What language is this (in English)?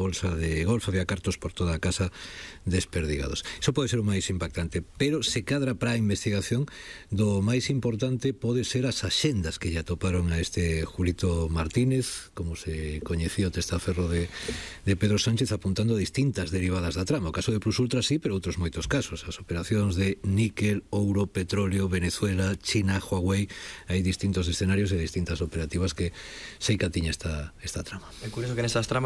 Galician